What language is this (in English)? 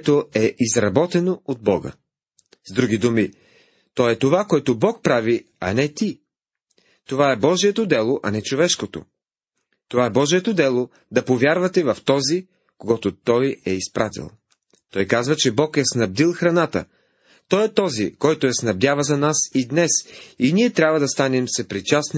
Bulgarian